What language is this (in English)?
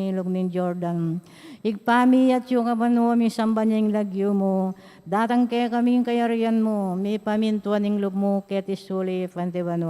Pampanga